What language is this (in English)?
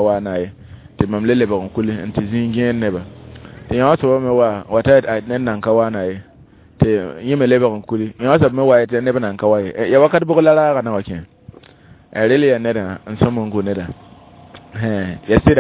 Mossi